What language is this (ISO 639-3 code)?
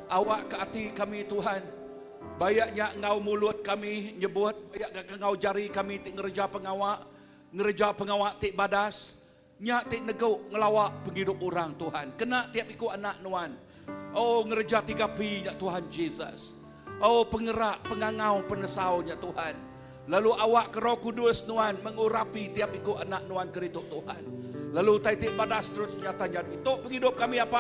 iba